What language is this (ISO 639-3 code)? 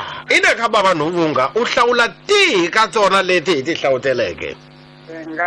tso